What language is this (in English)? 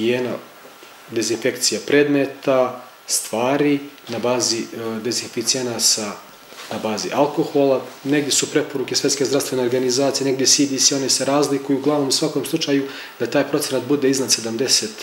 Serbian